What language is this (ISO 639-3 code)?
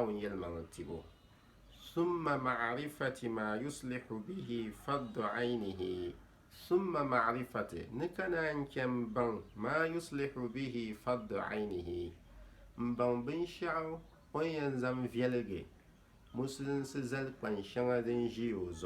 dag